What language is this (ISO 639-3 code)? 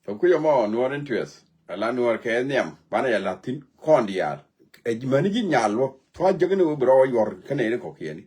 nus